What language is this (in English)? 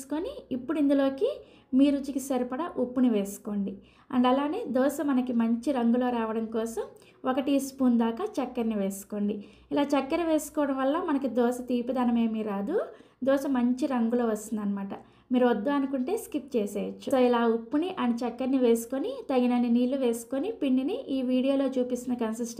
Telugu